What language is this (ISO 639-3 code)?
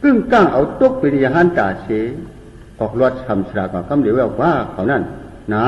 shn